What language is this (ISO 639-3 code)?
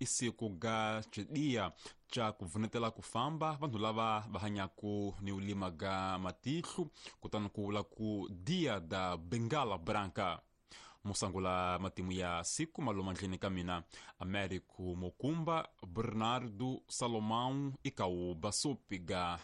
tso